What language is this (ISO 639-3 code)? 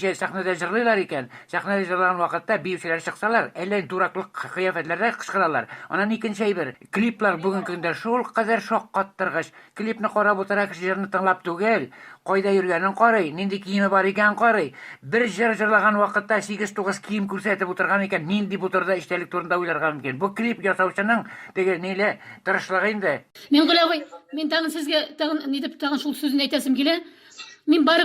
tat